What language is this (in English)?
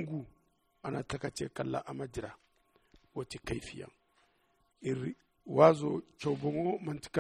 Zarma